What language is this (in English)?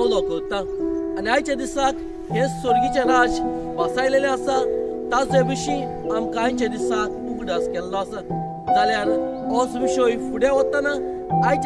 Konkani